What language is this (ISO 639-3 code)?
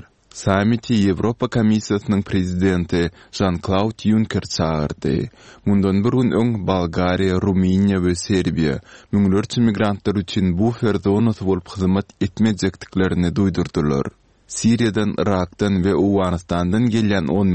tuk